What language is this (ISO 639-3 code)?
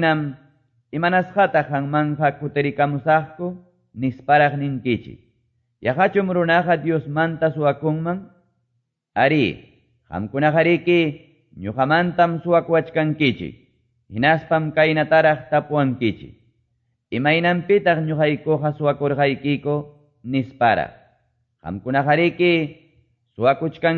que